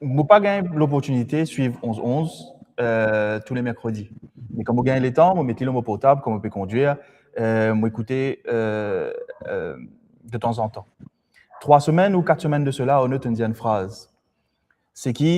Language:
Morisyen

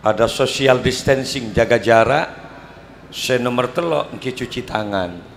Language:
Madurese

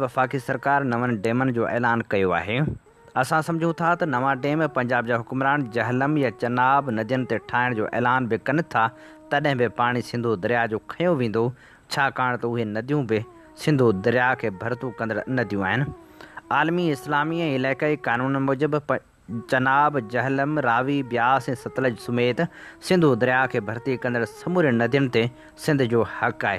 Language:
Sindhi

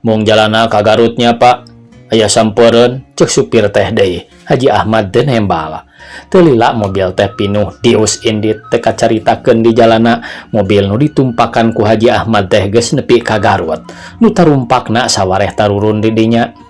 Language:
Sundanese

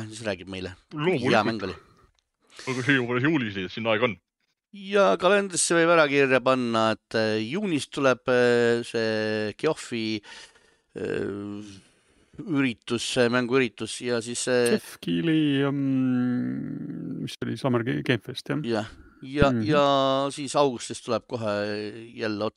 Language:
Estonian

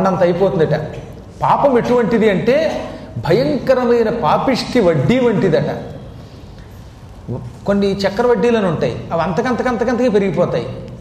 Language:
Telugu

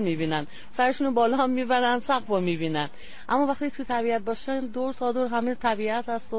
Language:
Persian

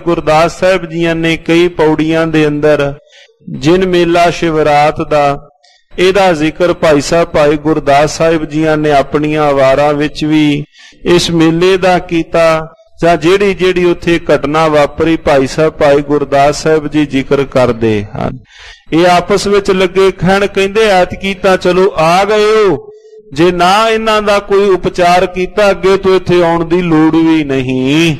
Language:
Punjabi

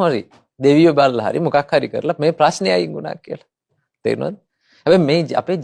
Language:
Sinhala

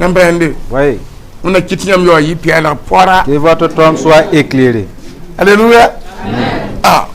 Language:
Mossi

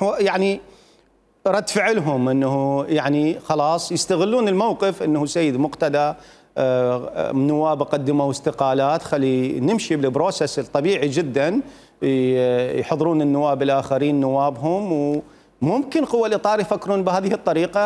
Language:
Mesopotamian Arabic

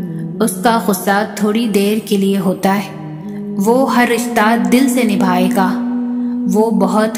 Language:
Urdu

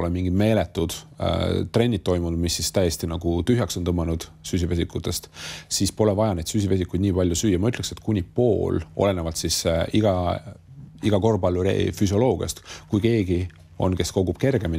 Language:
Estonian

